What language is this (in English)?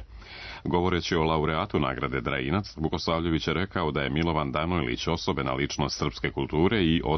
Serbian